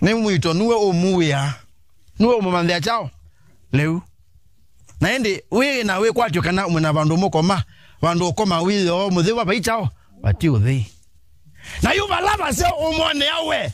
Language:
Kamba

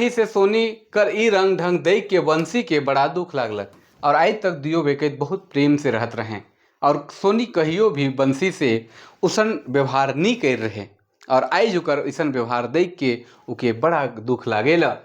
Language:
Sadri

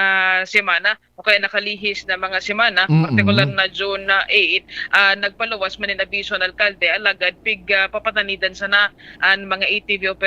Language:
Bikol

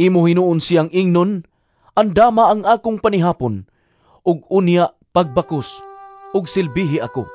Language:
Cebuano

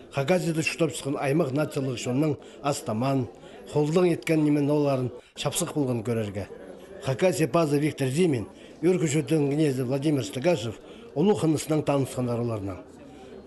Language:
Khakas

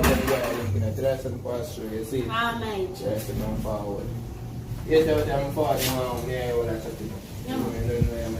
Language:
Jamaican Creole English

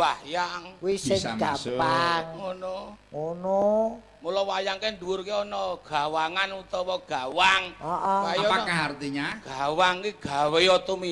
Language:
Javanese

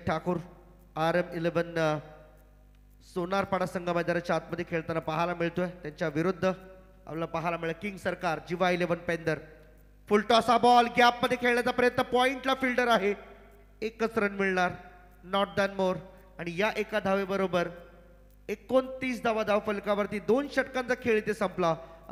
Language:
Marathi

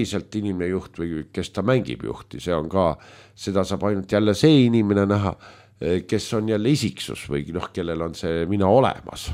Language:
Estonian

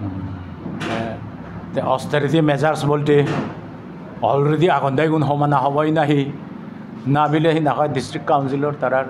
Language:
Chakma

